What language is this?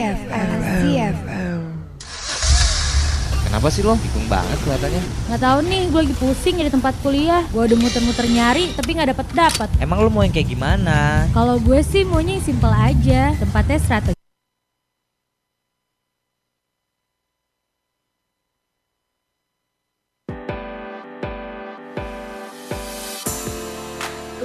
Indonesian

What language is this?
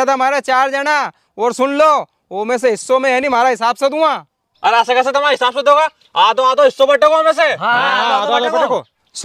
Rajasthani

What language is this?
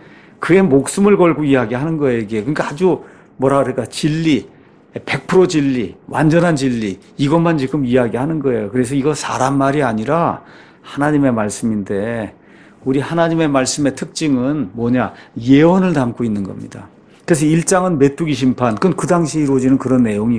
Korean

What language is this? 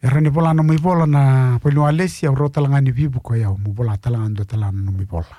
Fijian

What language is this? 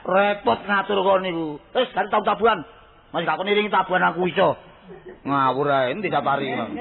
Javanese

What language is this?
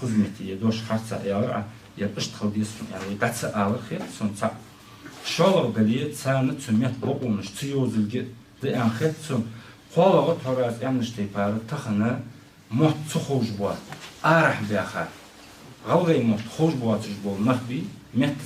Ingush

